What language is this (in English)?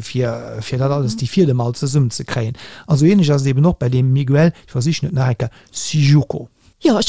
Luxembourgish